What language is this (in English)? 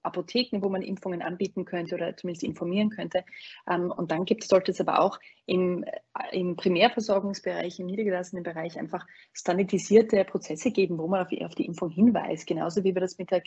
German